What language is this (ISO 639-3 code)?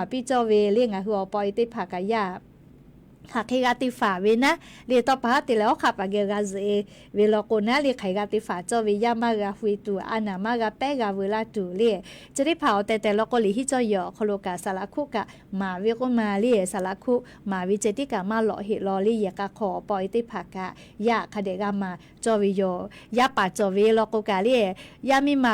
lhu